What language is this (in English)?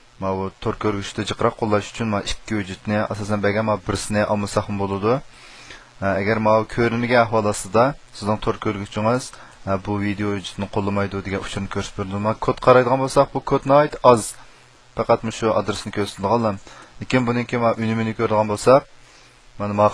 Uyghur